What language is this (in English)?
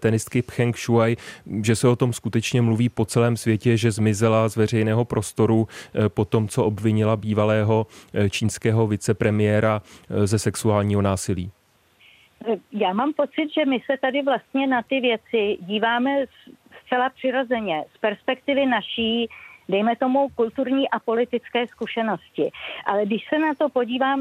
Czech